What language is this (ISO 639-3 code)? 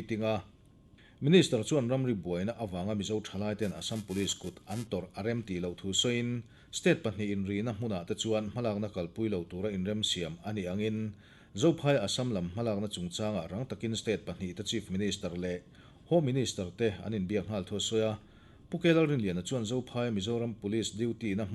lus